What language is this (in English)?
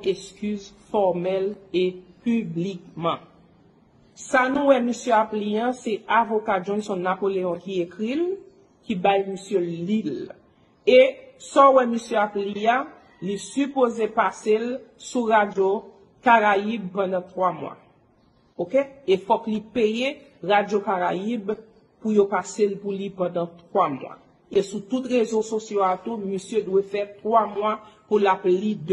Haitian Creole